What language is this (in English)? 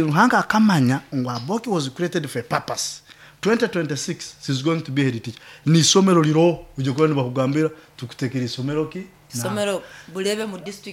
Nyoro